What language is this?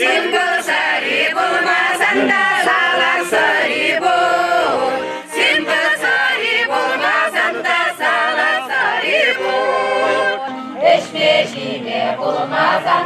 Chuvash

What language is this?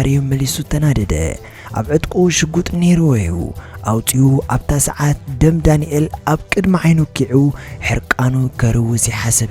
Tigrinya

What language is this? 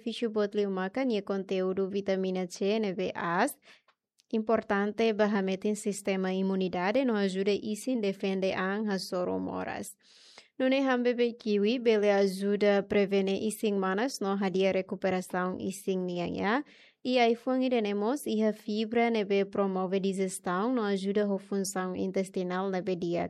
Tetum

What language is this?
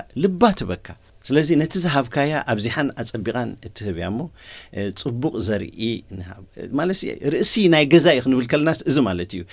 Tigrinya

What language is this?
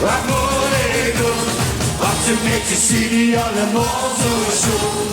Limburgish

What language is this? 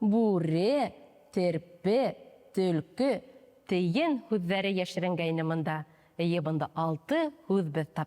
Bashkir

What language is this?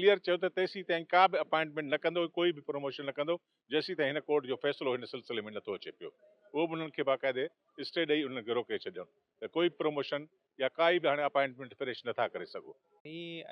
Sindhi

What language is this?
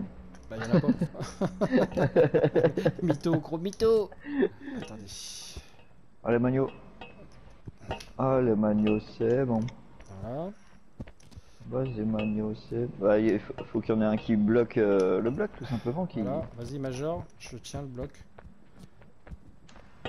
French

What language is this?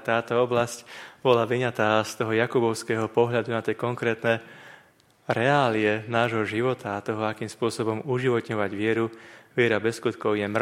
Slovak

